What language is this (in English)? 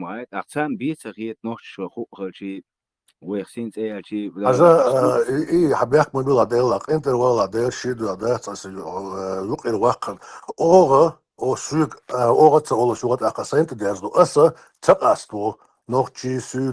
Chechen